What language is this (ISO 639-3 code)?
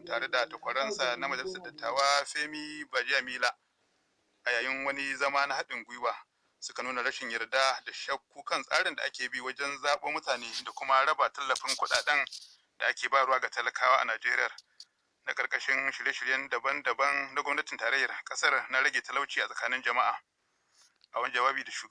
hau